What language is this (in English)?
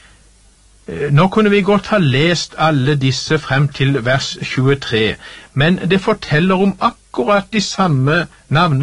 Norwegian